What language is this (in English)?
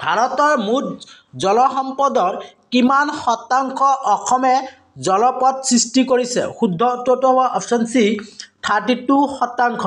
Assamese